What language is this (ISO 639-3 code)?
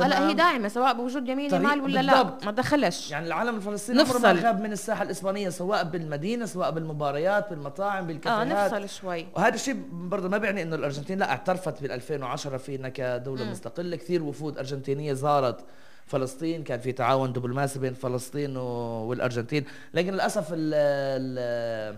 apc